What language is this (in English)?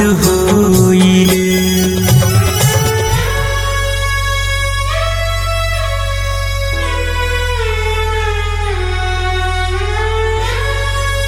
Bhojpuri